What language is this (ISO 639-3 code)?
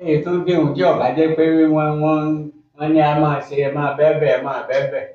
yor